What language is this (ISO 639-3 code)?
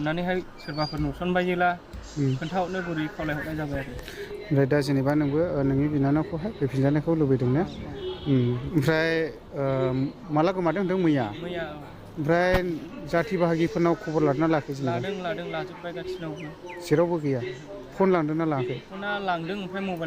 brx